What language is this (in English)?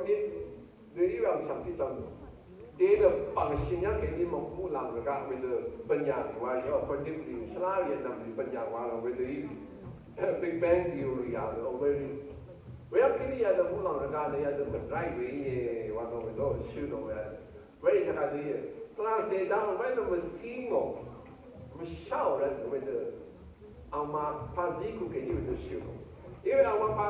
Rawang